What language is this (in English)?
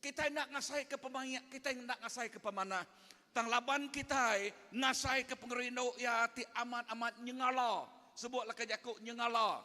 Iban